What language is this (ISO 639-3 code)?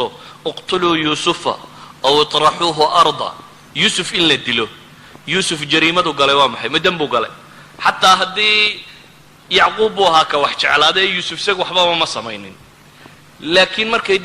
som